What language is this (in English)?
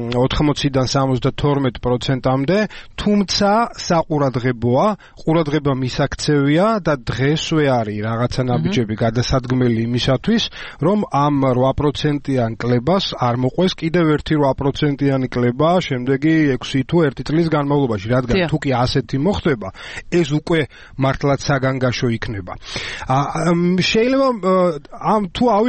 Georgian